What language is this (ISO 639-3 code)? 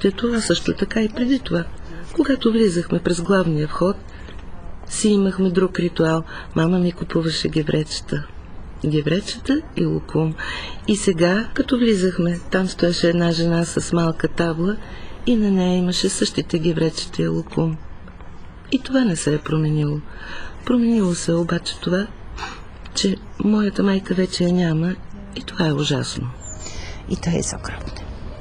bul